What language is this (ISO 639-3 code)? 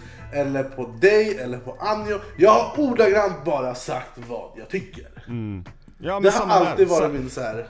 swe